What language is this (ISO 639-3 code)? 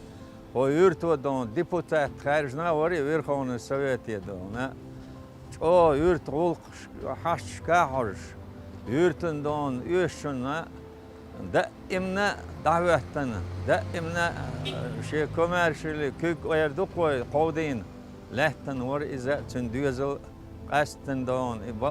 che